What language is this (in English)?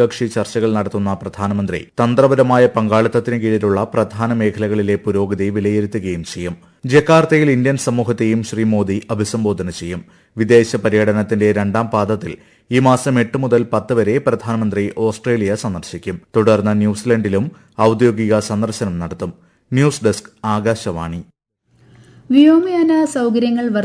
Malayalam